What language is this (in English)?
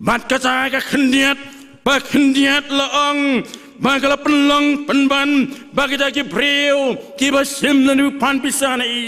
Khasi